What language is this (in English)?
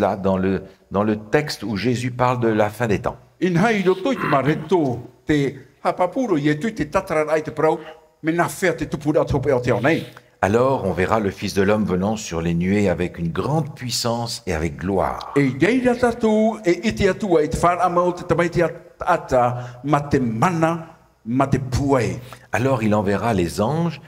Tahitian